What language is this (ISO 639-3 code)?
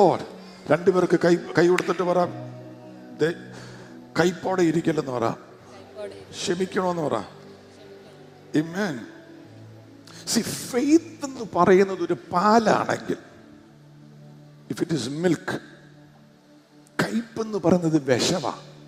mal